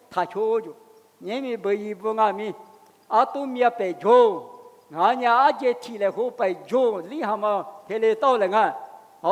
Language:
Lisu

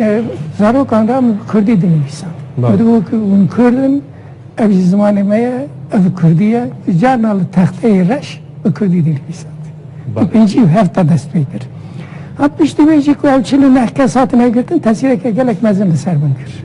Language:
Kurdish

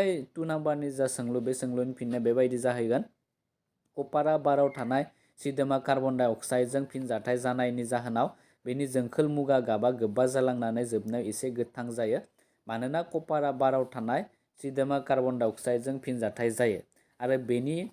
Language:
Bodo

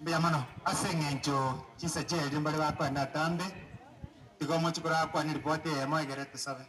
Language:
Gusii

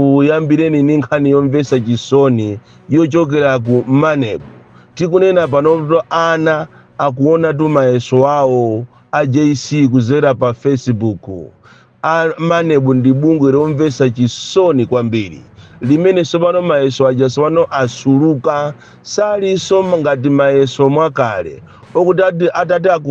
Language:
Nyanja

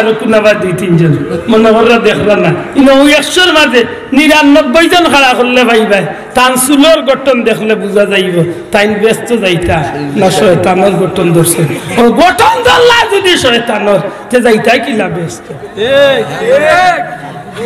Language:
Sylheti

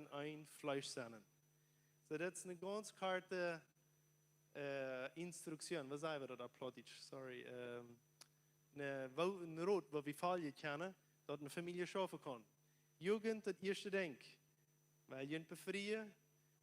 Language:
Plautdietsch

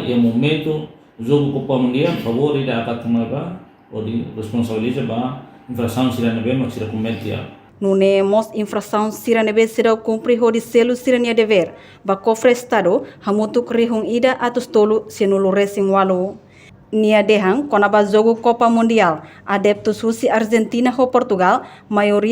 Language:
Tetum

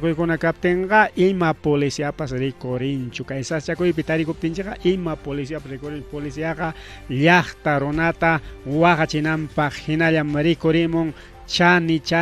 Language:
Ayacucho Quechua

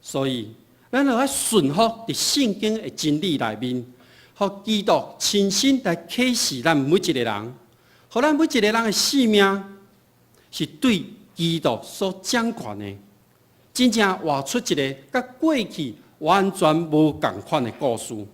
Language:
Min Nan Chinese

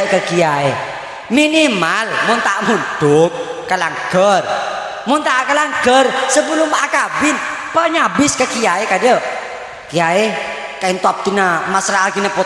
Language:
Madurese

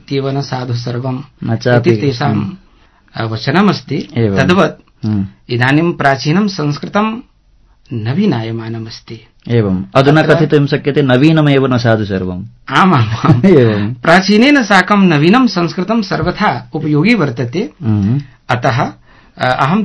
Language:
Sanskrit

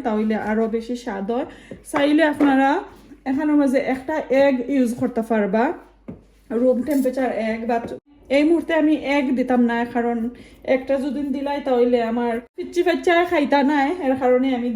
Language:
Sylheti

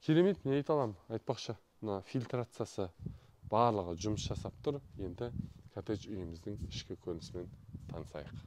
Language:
Kazakh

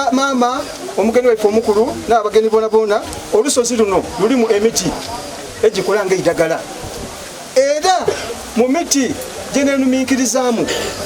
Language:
Soga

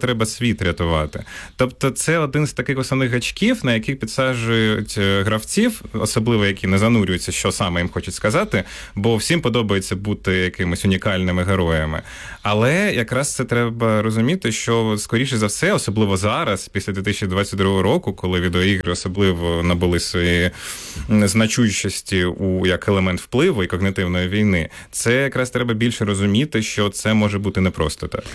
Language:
Ukrainian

